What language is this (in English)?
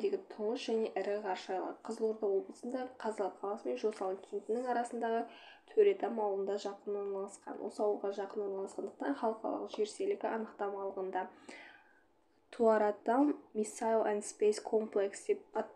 Kazakh